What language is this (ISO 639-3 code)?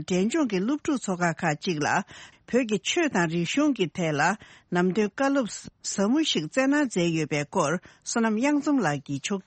bod